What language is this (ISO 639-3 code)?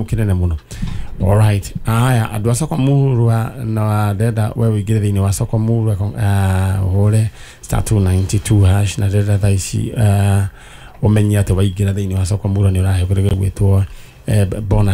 kik